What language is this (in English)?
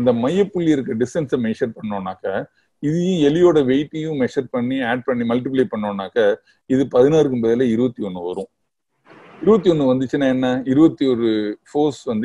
Tamil